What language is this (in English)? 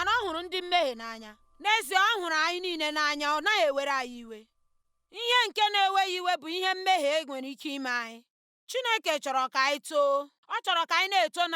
Igbo